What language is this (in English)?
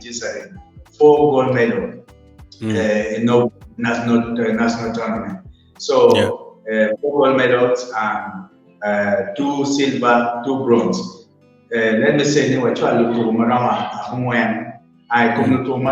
Acoli